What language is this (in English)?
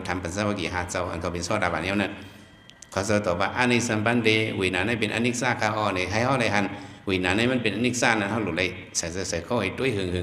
Shan